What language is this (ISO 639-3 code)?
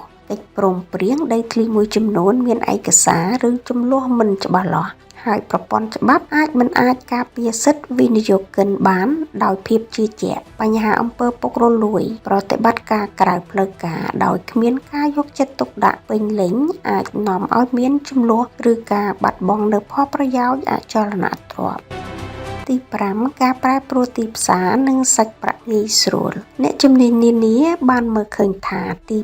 khm